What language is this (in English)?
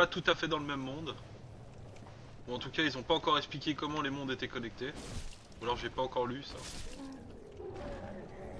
French